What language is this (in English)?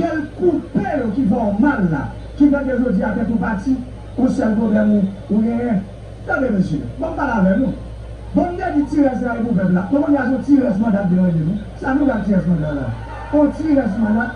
Haitian Creole